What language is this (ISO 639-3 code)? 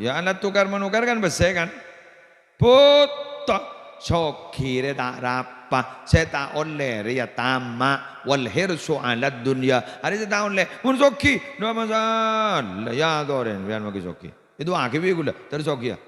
mad